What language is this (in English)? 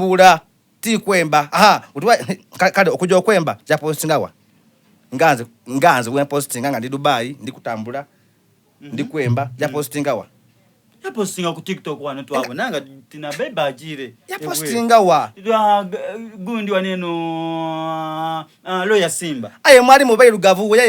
Soga